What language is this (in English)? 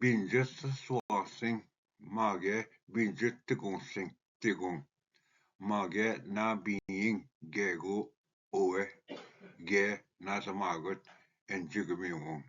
Ojibwa